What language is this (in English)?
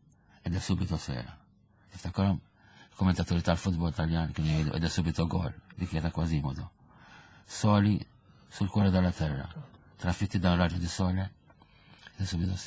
Maltese